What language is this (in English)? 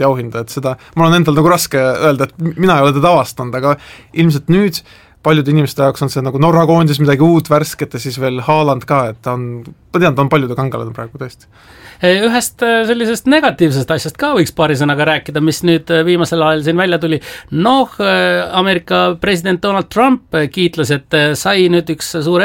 Estonian